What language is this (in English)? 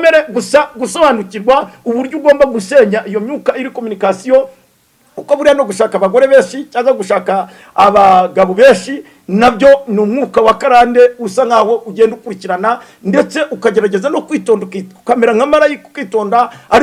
Kinyarwanda